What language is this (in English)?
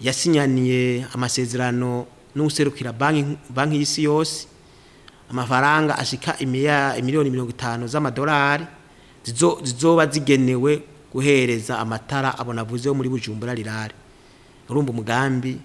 Rundi